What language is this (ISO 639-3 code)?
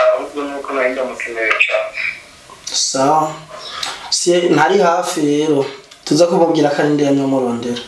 run